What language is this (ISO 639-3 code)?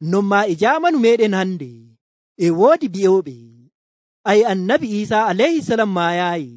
fuv